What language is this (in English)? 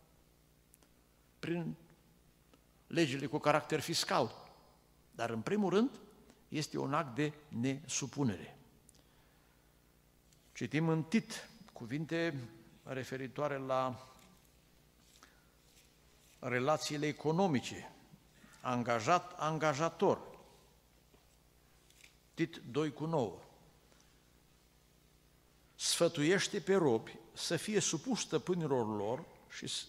Romanian